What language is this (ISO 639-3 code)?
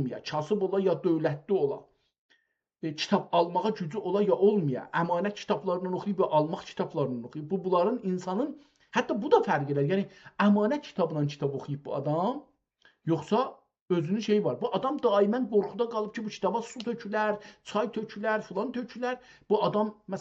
azb